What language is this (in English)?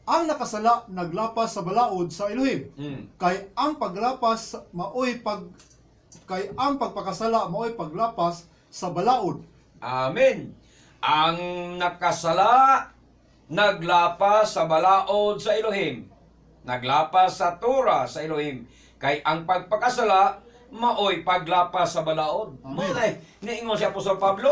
Cebuano